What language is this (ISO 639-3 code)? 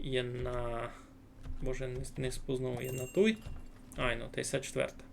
rue